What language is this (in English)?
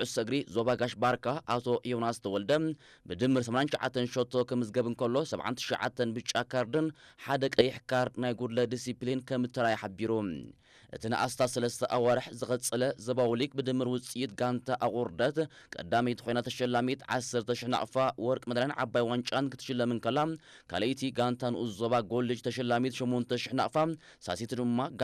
Tigrinya